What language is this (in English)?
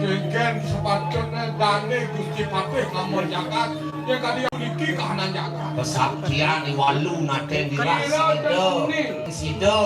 Balinese